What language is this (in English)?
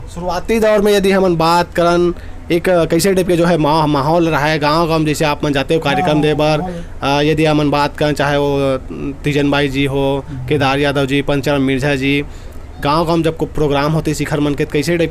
Chhattisgarhi